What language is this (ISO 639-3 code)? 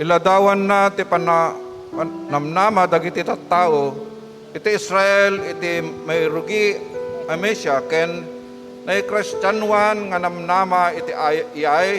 ilo